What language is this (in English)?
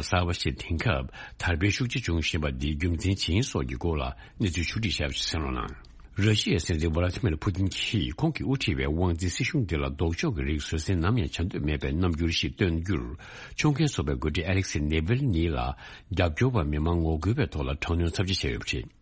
Tibetan